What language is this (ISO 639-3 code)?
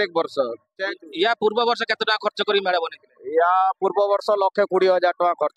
ori